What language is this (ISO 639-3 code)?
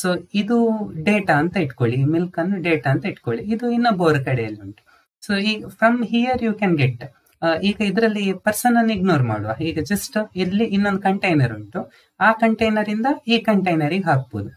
kan